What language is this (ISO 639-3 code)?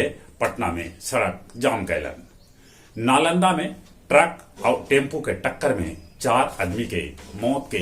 mag